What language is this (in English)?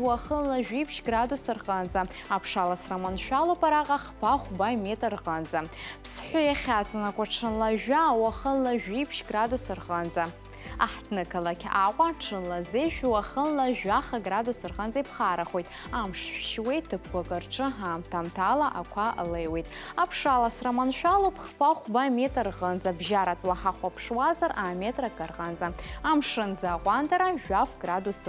Abkhazian